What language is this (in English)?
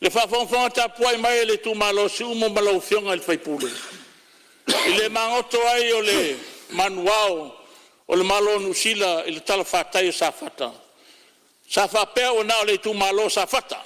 Samoan